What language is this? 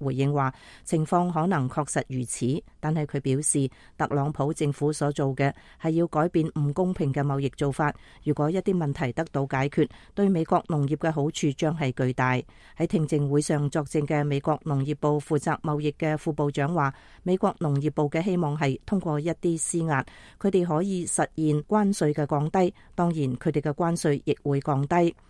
Cantonese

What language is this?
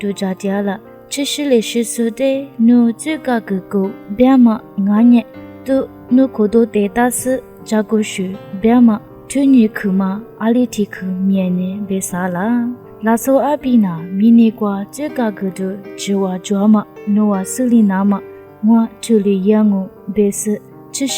Lisu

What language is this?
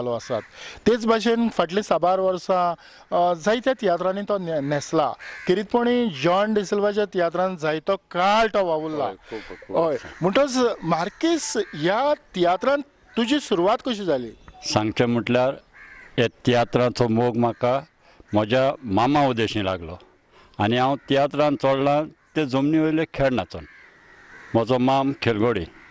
Konkani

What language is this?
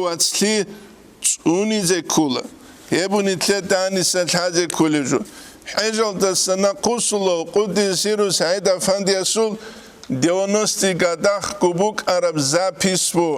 Avaric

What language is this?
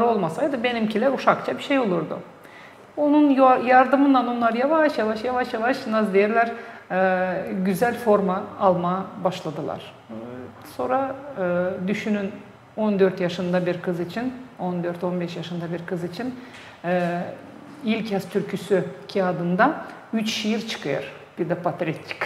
Gagauz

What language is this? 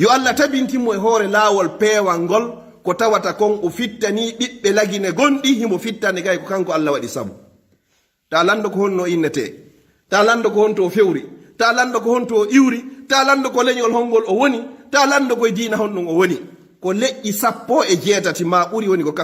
Fula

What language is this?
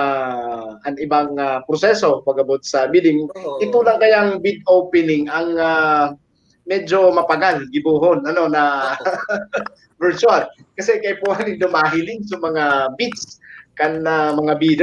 Bikol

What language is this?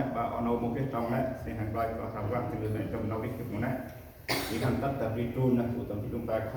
Central Mnong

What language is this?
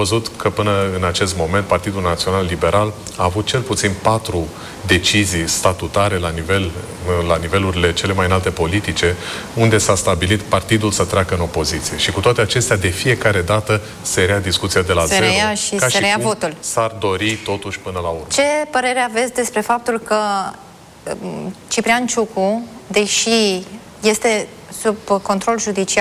Romanian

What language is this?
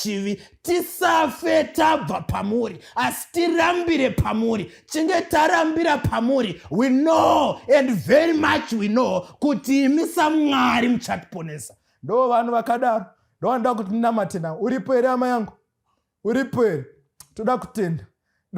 Shona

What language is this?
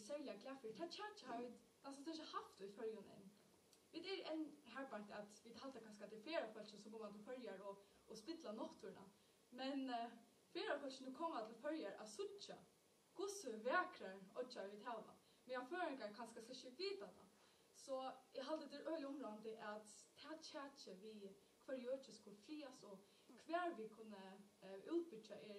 Faroese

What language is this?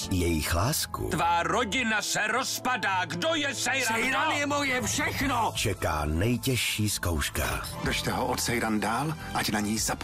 Czech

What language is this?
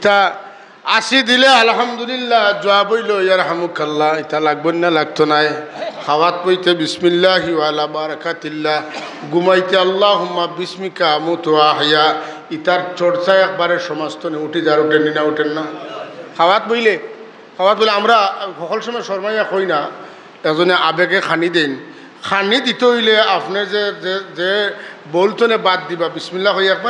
Sylheti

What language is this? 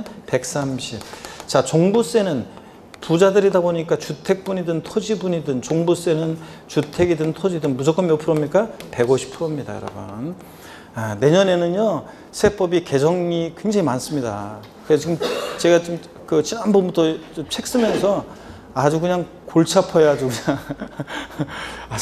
Korean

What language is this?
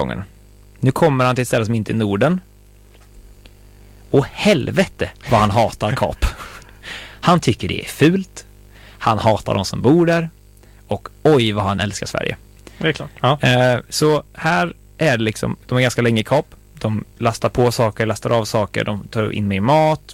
Swedish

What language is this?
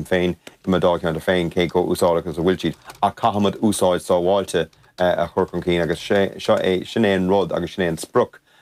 Irish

